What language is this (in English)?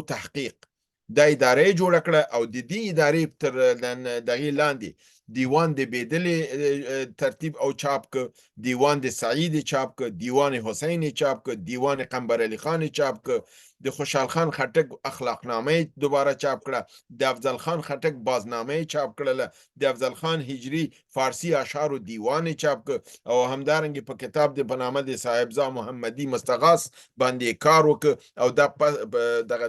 Pashto